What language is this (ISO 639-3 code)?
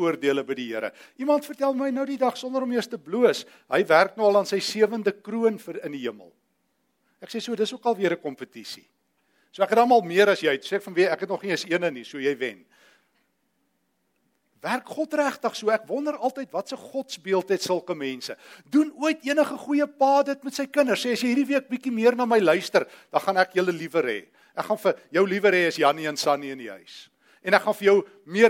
afr